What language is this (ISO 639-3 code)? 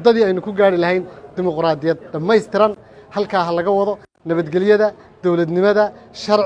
som